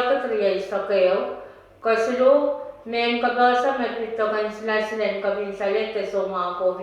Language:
Pohnpeian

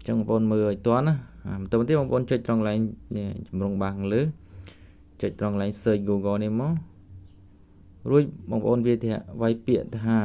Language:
Khmer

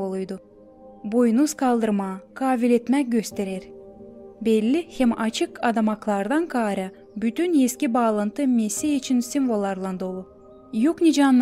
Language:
Gagauz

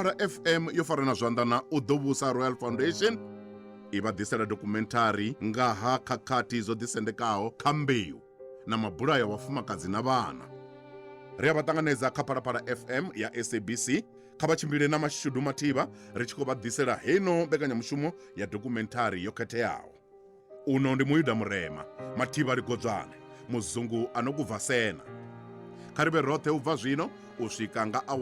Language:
Venda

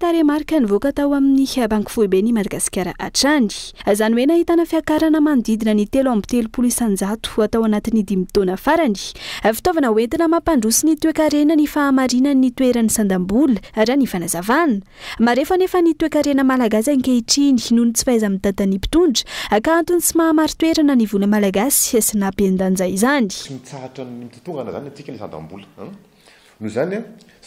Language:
Malagasy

